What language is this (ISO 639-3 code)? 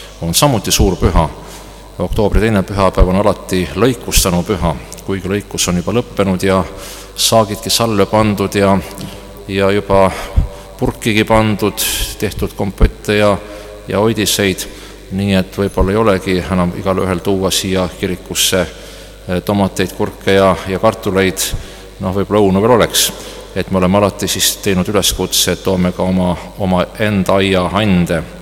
est